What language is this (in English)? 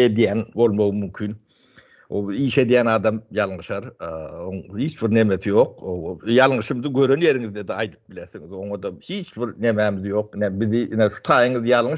Turkmen